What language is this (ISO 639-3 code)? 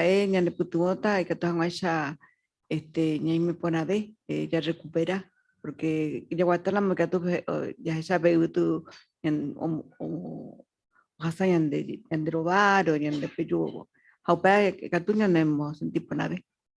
grn